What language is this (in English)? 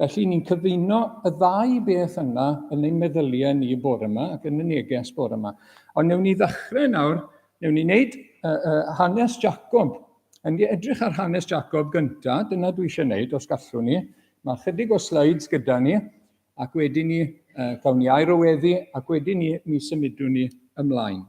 Welsh